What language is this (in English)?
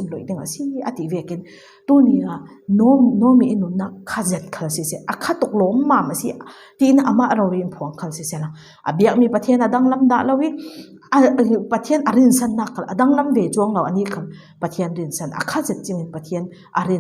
Falam Chin